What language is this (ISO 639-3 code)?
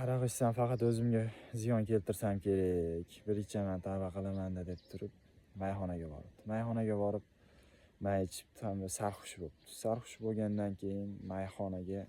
uzb